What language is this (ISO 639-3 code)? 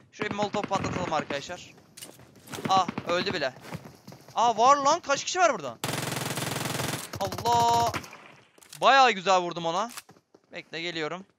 tur